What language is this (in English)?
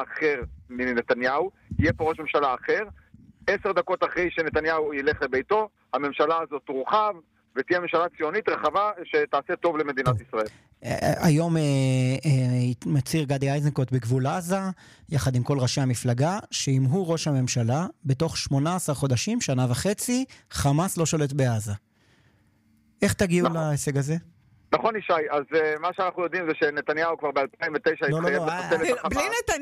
Hebrew